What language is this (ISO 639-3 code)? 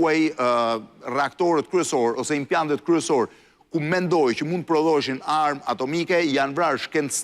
sqi